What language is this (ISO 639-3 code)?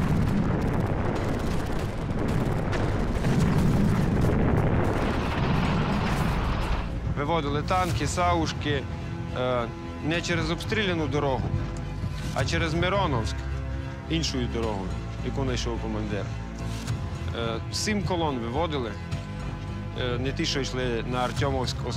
ukr